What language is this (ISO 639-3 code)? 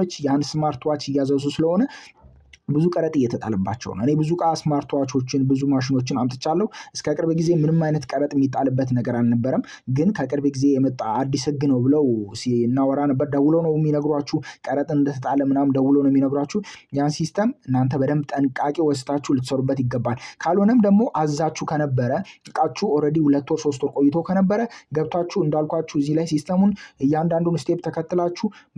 amh